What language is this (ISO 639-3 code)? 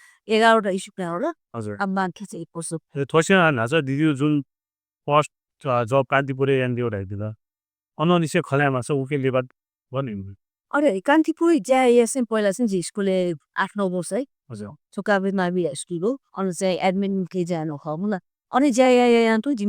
new